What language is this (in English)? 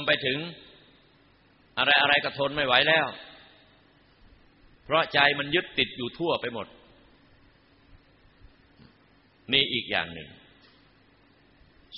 Thai